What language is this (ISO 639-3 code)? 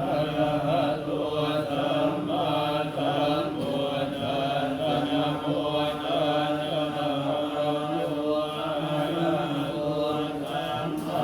pli